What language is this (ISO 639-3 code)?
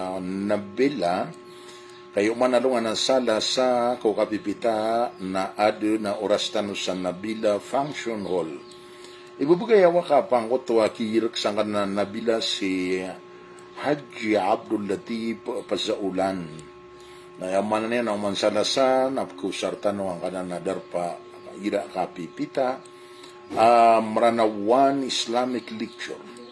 mrw